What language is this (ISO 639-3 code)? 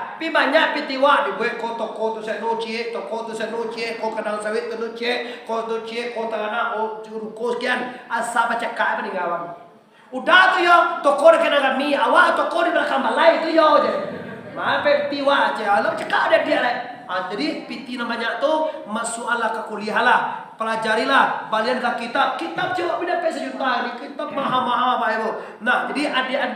min